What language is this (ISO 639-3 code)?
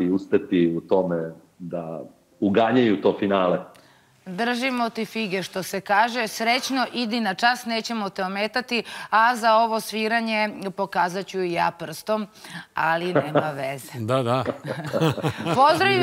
srp